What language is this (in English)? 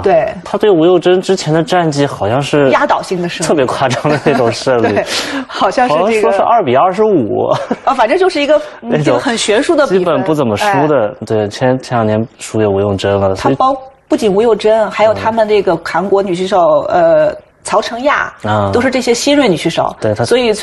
Chinese